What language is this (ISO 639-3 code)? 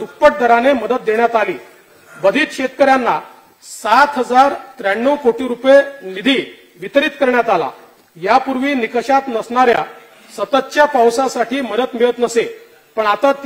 mar